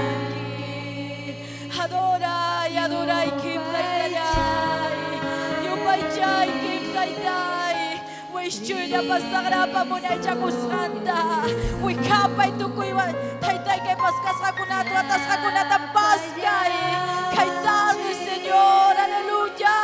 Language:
Ayacucho Quechua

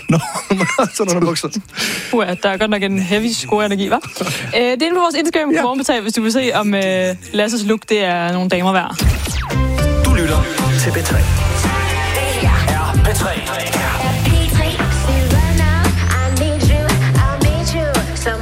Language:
Danish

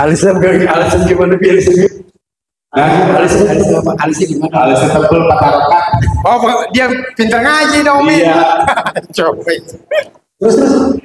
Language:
Betawi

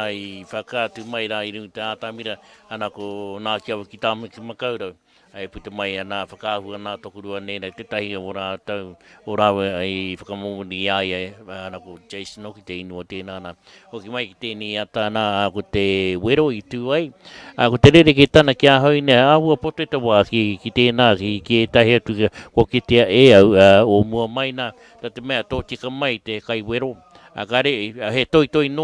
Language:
Māori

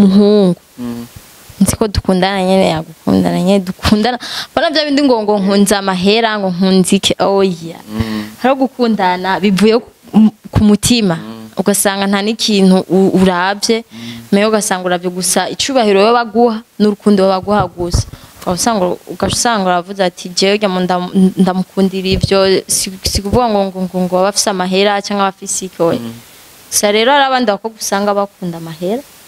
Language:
Rundi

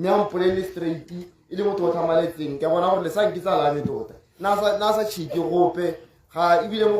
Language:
Tswana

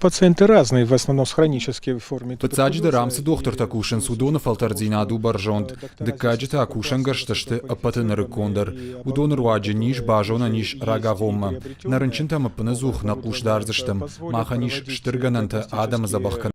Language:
Ossetic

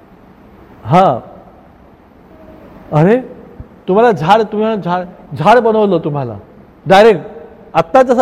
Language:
Marathi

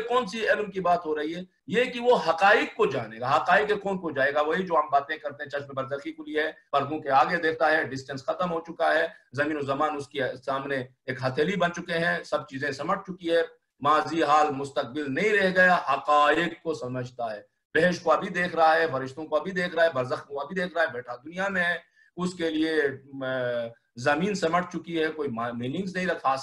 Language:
Urdu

